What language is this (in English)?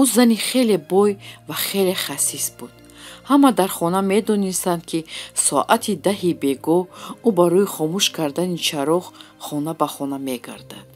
Tajik